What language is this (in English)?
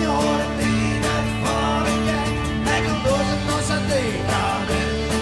Western Frisian